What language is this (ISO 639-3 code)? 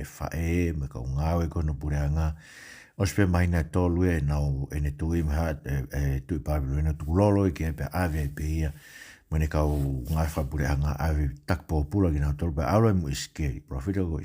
ton